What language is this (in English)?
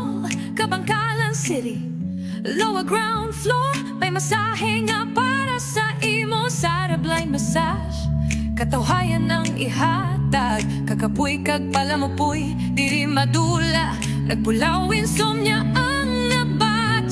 Hiligaynon